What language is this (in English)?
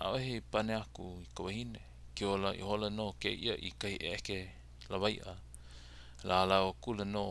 Hawaiian